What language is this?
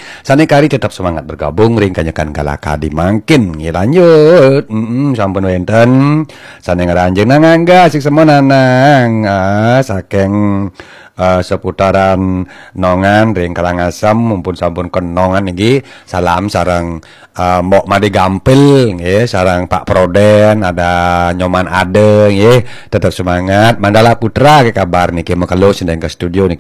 Balinese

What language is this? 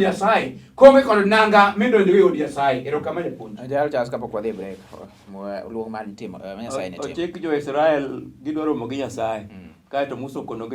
Luo (Kenya and Tanzania)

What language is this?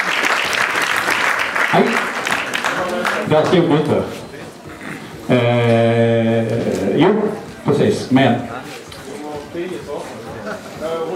Swedish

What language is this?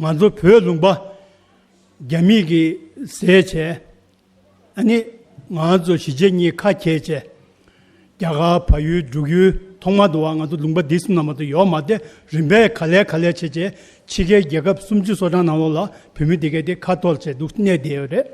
Tibetan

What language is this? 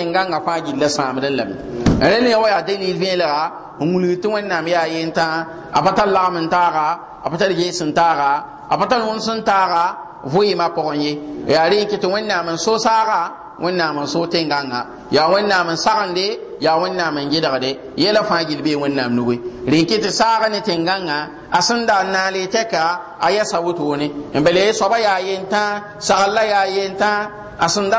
Mossi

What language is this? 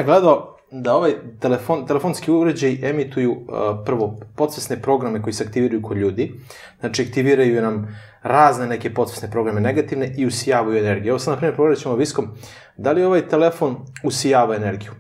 Serbian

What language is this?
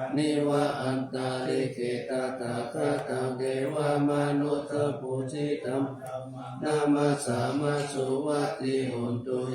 Pali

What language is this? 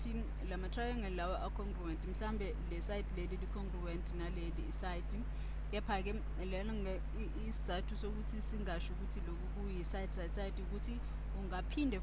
Zulu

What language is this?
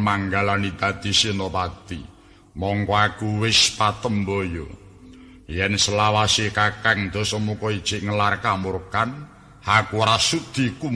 Javanese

